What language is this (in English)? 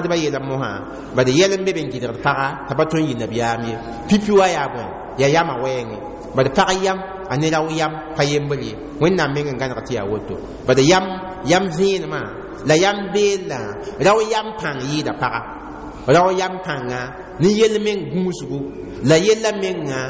Mossi